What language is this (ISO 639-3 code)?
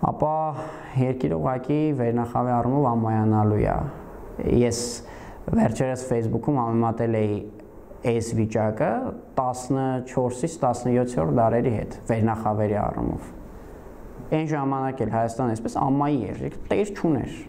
hye